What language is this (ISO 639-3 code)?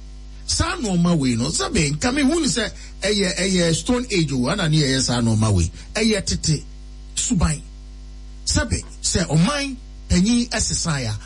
aka